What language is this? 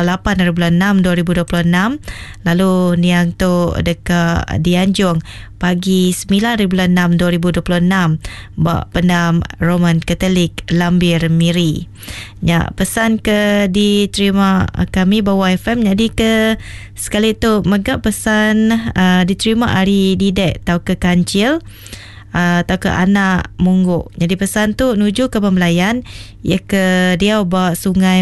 Iban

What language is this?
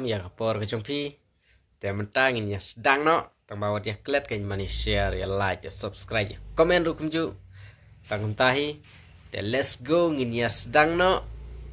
Khasi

